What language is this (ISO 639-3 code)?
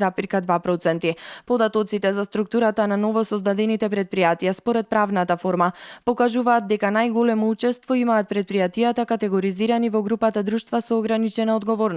mkd